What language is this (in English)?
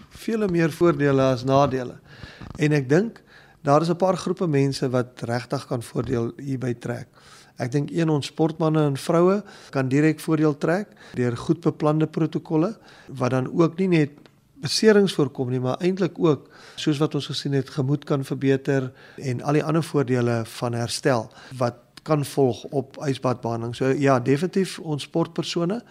Afrikaans